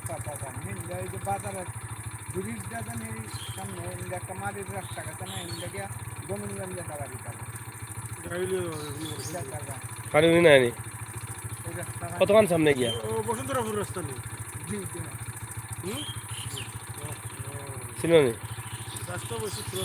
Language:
Sylheti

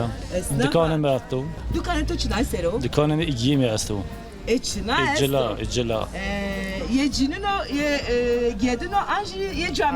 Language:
Zaza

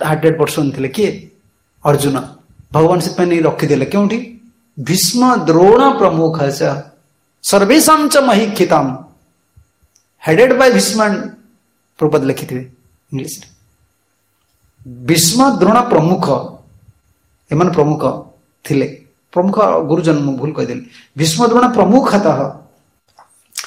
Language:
Odia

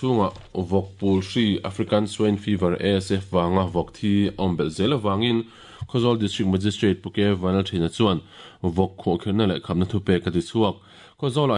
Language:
Mizo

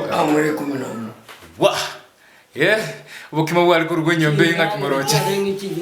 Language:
Gusii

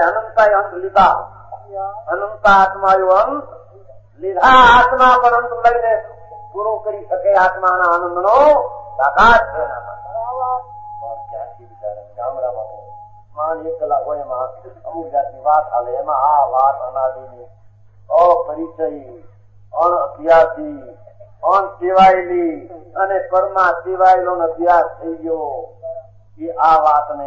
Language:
Gujarati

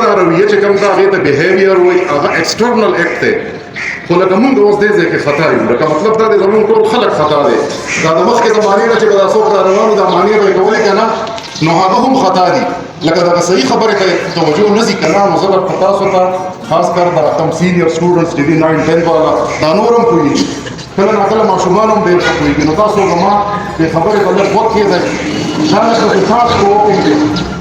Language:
Pashto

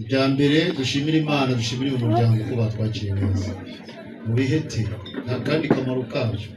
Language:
Kinyarwanda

